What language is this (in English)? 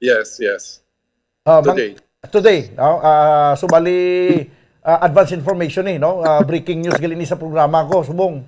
Hiligaynon